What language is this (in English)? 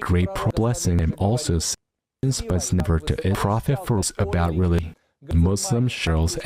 Nyanja